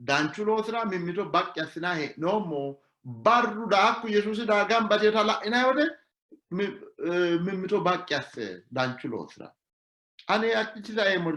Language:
Sidamo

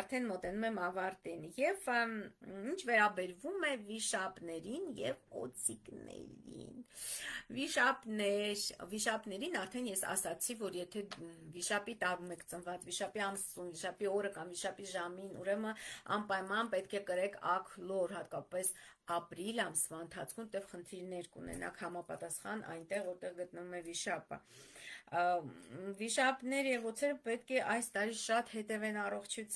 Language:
Armenian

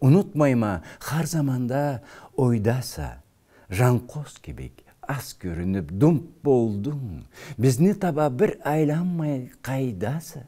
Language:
Karachay-Balkar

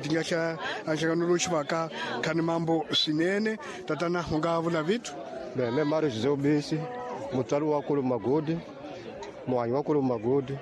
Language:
Tsonga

